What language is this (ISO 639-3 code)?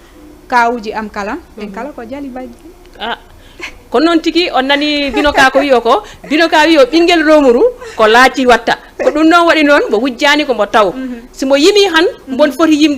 ful